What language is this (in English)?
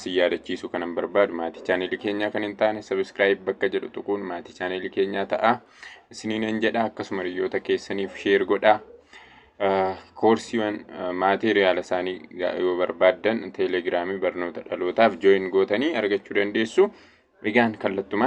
Oromo